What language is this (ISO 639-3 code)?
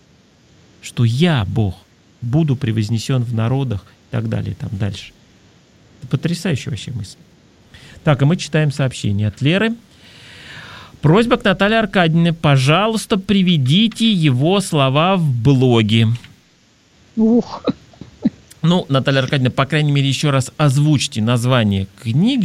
rus